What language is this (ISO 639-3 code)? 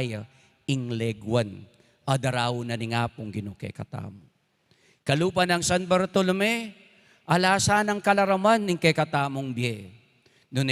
pam